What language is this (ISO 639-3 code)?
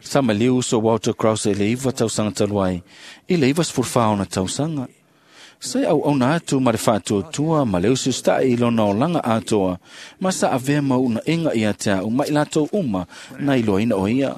smo